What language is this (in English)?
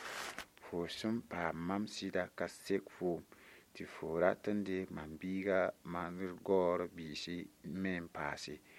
Mossi